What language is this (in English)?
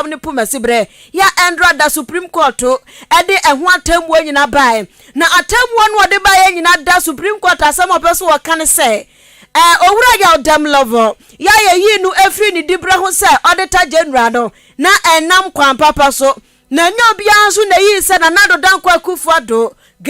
Akan